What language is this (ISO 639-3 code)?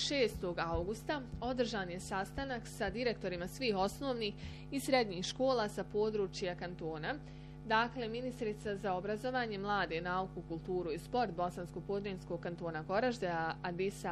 bos